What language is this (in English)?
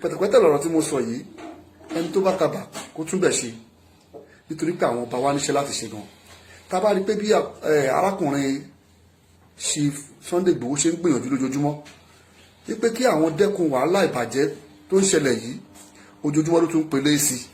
Yoruba